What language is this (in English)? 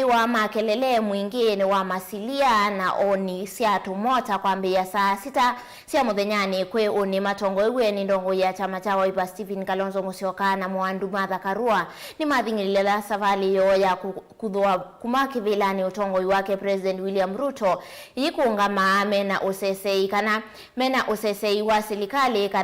Kamba